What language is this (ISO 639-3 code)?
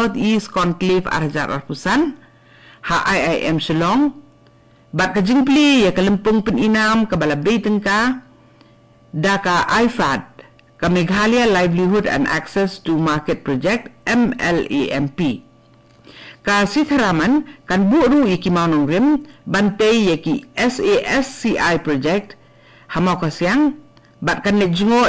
kha